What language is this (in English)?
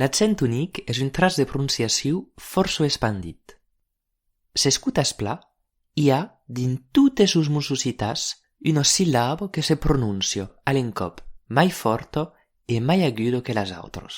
Occitan